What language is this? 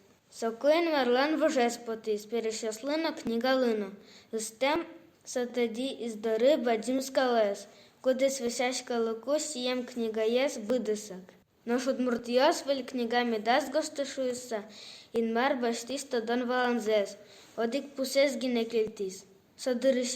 Udmurt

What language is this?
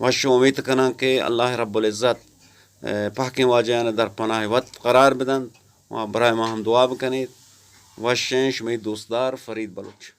Eastern Balochi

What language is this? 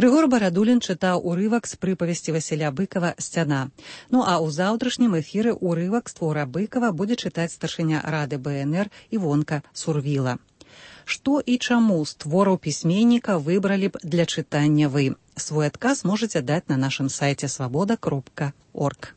Belarusian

